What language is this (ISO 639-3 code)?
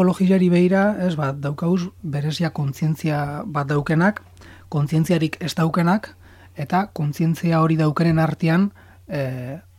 eus